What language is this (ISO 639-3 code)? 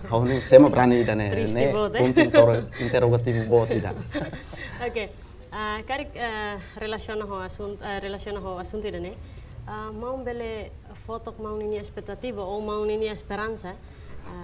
tet